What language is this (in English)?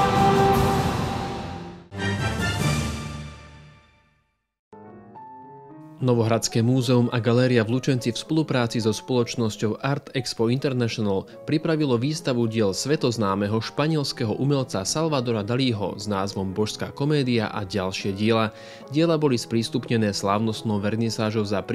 Slovak